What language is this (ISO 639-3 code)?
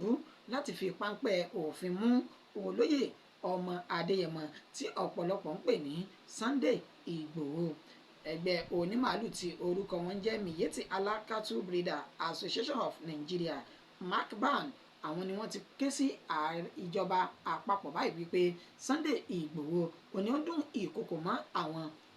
yor